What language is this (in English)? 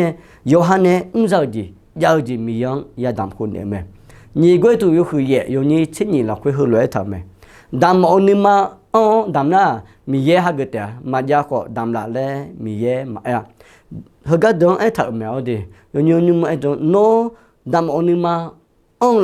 Akha